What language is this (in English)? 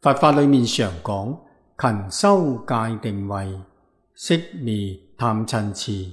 Cantonese